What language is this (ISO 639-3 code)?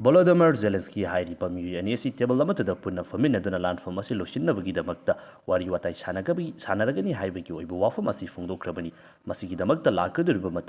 mni